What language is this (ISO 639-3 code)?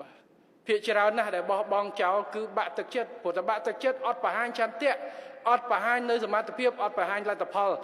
khm